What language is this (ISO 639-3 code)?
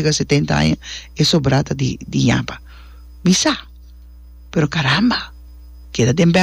pap